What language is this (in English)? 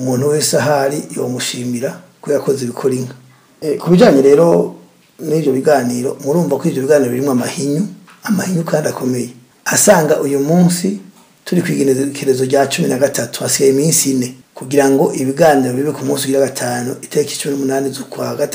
Rundi